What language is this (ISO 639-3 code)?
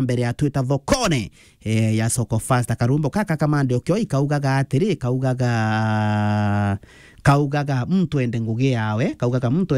mer